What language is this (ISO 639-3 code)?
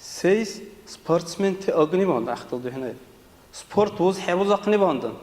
dar